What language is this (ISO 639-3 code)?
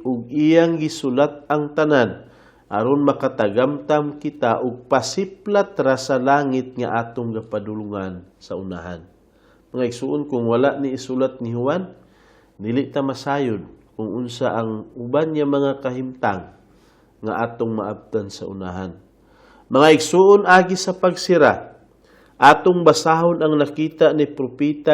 ceb